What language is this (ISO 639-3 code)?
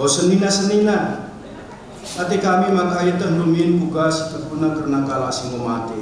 btx